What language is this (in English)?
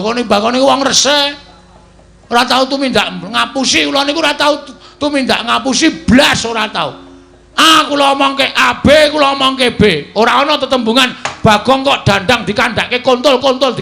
Javanese